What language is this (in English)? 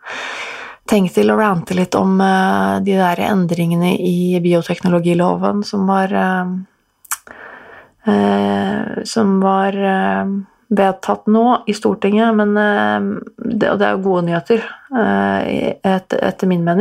Norwegian